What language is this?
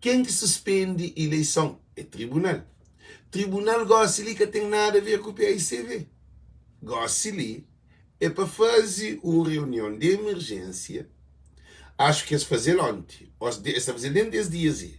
Kabuverdianu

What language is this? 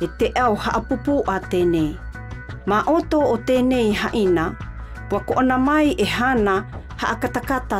South Marquesan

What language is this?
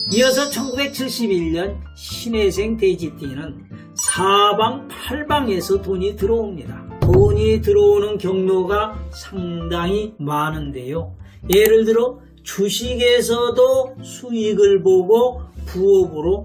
Korean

